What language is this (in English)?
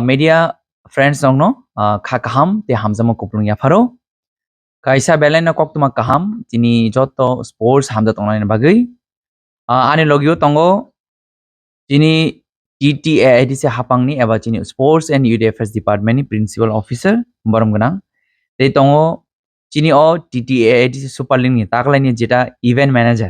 Kok Borok